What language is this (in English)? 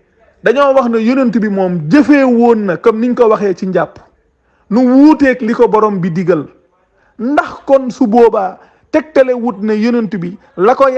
Wolof